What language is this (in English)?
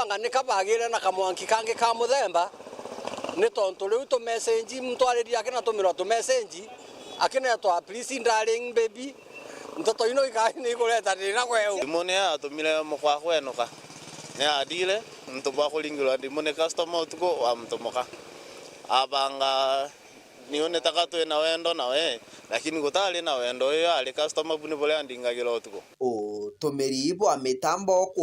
Meru